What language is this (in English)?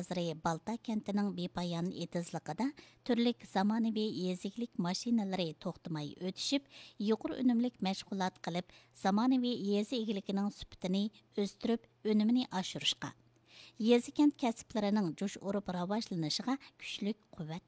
Uyghur